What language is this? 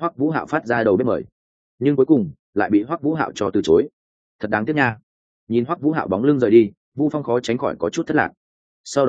Vietnamese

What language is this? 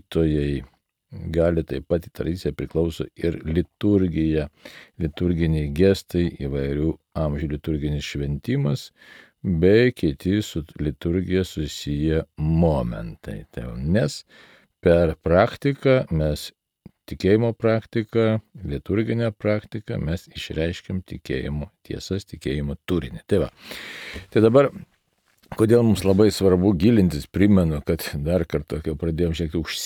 Lithuanian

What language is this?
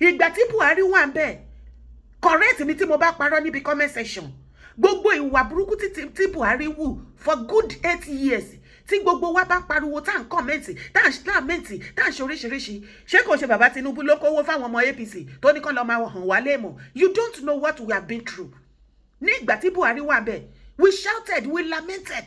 Yoruba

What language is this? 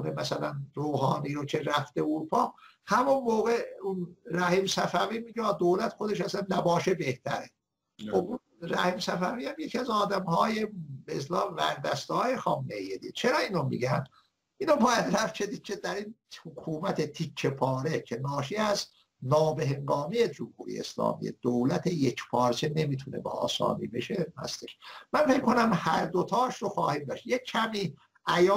Persian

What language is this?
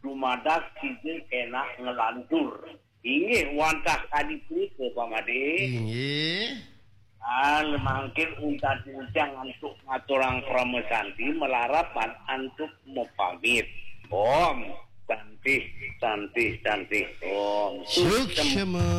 Balinese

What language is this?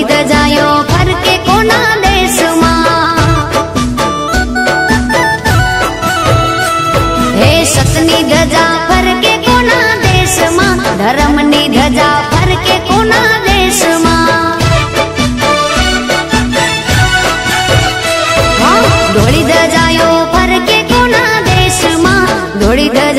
Gujarati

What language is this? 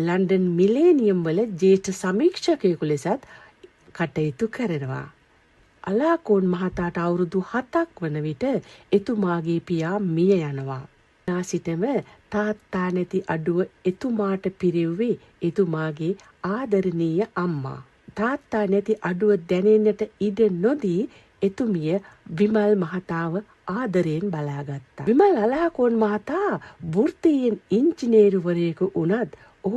Sinhala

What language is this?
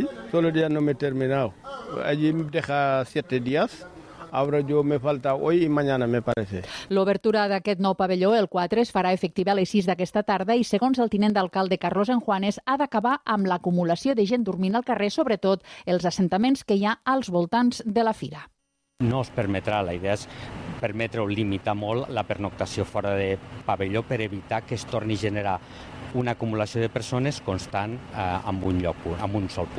Catalan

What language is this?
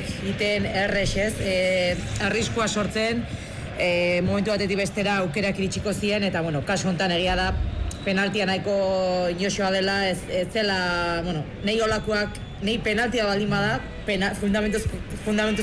Basque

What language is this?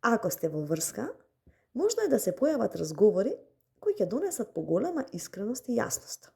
Macedonian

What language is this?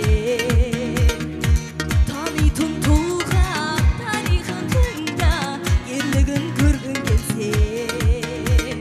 Kazakh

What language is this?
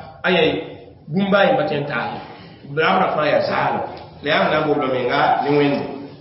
Mossi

